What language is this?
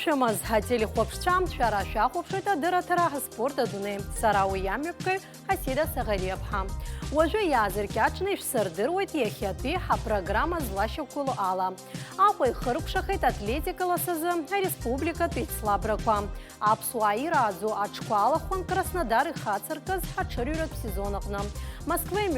Abkhazian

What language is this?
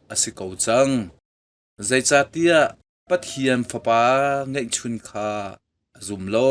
Hakha Chin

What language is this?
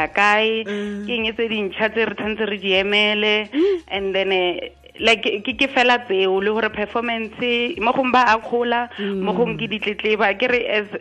Tswana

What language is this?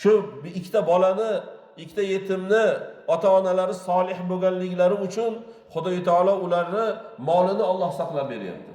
Uzbek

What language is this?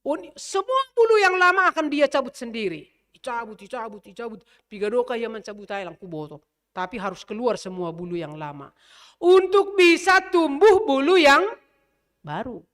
Batak Simalungun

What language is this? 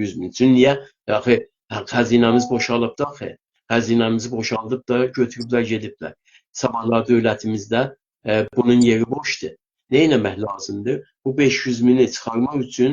South Azerbaijani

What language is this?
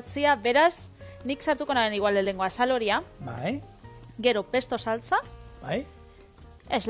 Basque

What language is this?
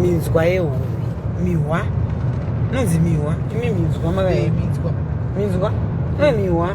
Shona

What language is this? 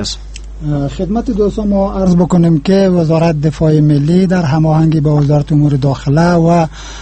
Persian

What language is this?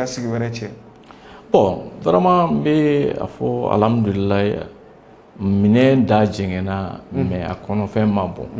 Bambara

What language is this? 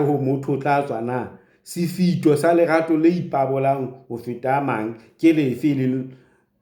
Southern Sotho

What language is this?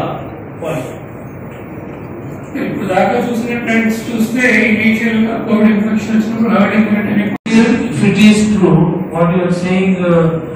Telugu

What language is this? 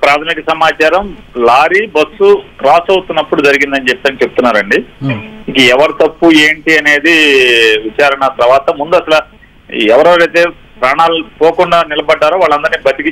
Telugu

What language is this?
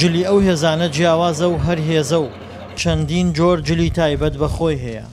Central Kurdish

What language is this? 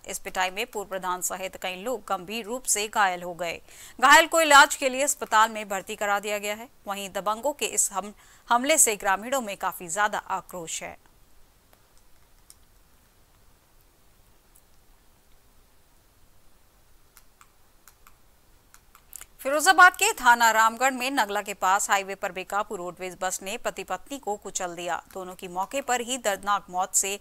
Hindi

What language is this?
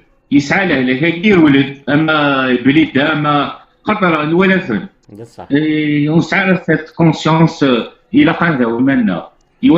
Kabyle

